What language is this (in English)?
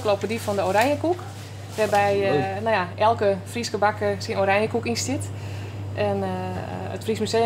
Western Frisian